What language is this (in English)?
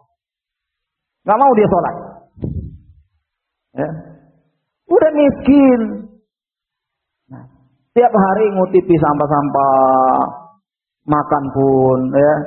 Indonesian